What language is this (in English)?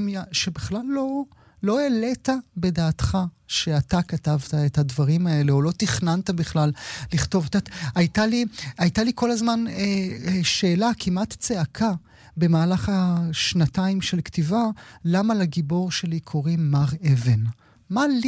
Hebrew